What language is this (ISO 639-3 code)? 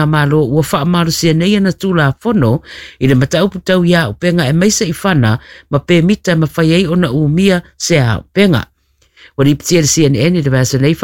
smo